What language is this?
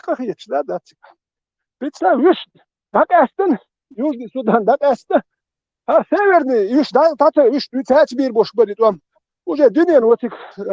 Chechen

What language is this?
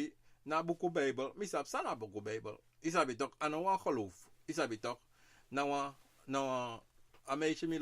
Sranan Tongo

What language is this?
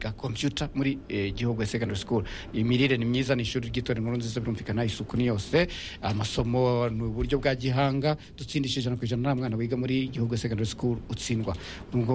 Kinyarwanda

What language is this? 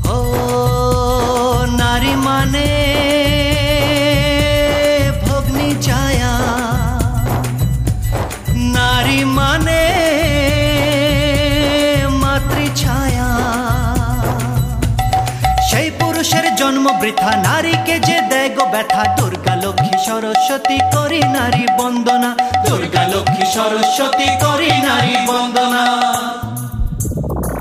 Bangla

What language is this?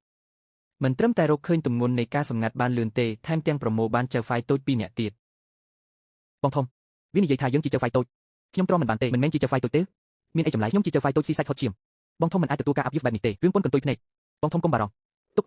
Khmer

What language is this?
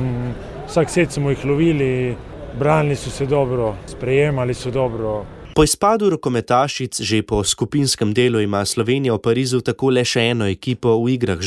Slovenian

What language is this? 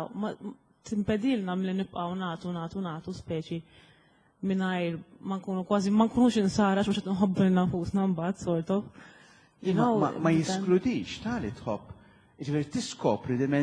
Maltese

